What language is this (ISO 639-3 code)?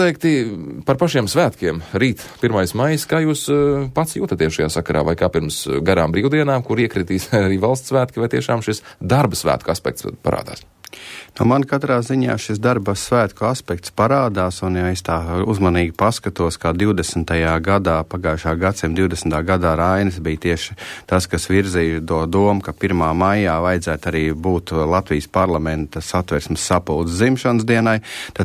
lav